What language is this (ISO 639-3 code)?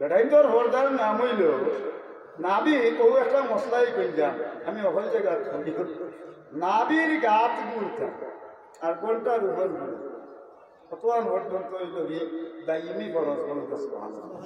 syl